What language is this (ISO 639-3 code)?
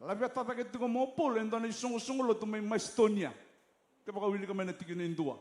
fij